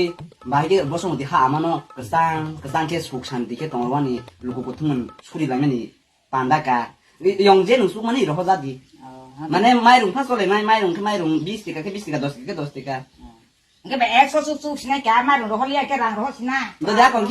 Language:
Kok Borok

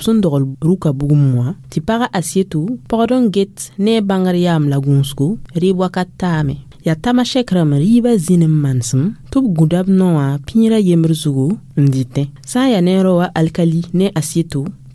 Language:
Mossi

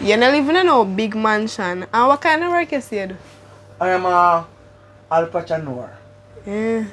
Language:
Jamaican Creole English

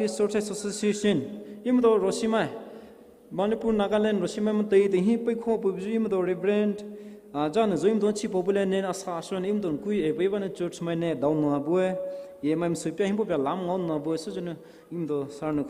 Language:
Poumei Naga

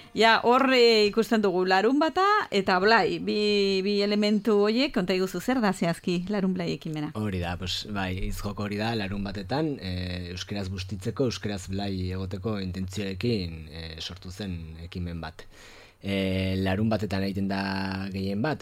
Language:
Basque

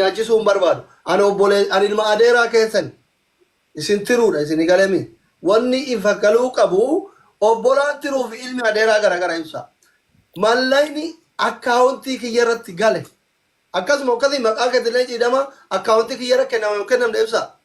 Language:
Oromo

